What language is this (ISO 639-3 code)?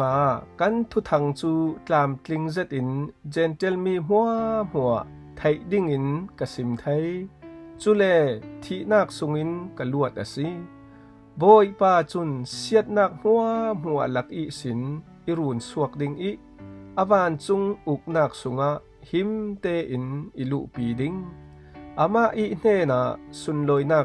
cfm